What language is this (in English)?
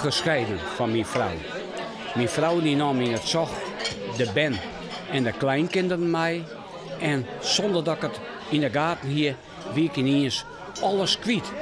Western Frisian